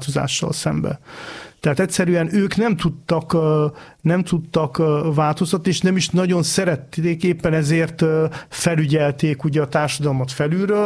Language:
Hungarian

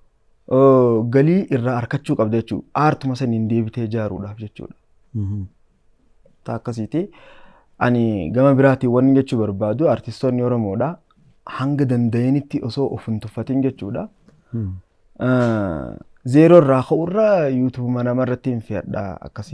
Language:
Oromo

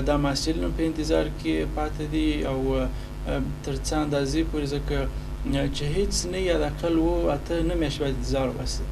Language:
Pashto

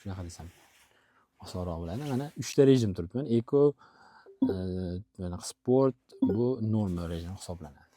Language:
Uzbek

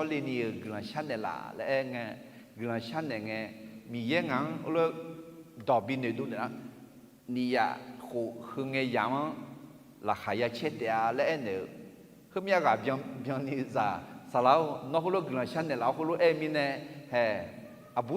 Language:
Akha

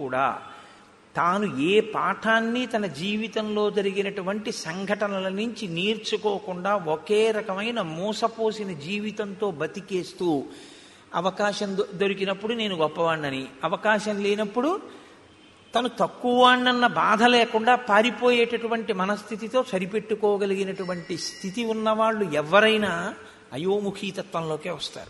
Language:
Telugu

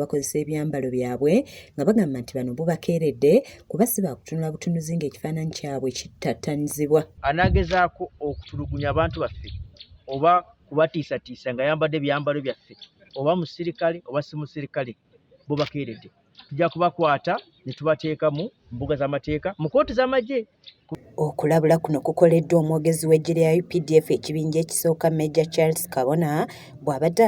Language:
Ganda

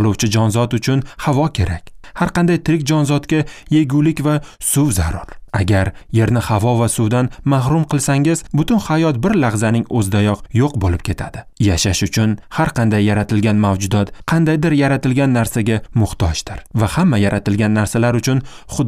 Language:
Uzbek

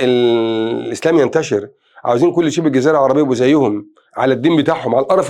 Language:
Egyptian Arabic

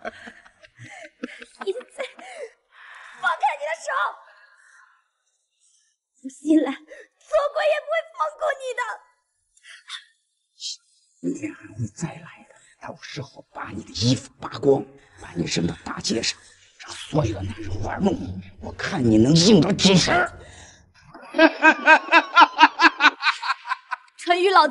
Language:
Chinese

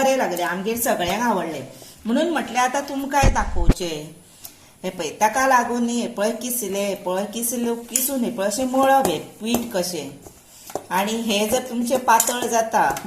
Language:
Konkani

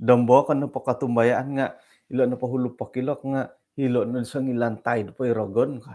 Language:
Central Dusun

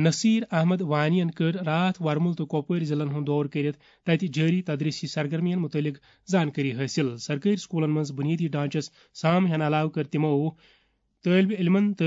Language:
Kashmiri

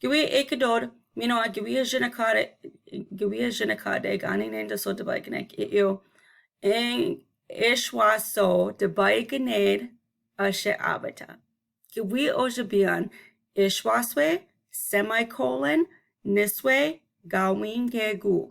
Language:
Chippewa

